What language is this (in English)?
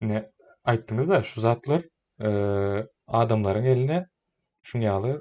Turkmen